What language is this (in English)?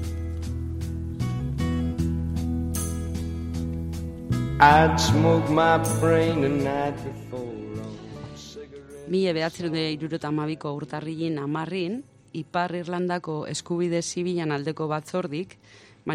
Basque